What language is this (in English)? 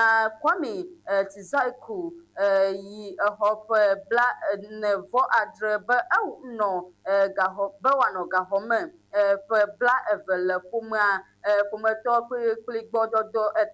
Ewe